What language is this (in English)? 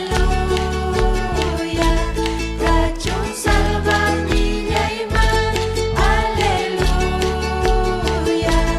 Ayacucho Quechua